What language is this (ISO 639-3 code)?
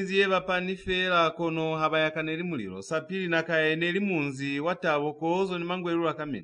loz